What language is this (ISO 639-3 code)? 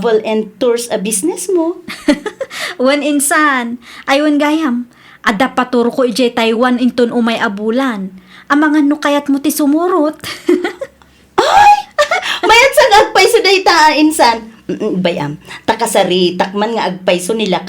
ilo